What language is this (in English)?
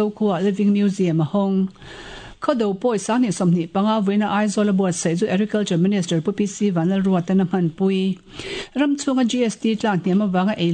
Mizo